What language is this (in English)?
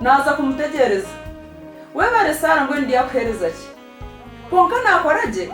Nyankole